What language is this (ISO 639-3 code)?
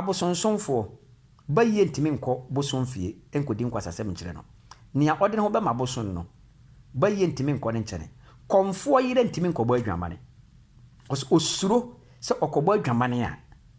aka